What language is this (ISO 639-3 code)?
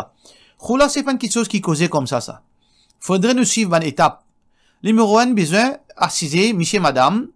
mfe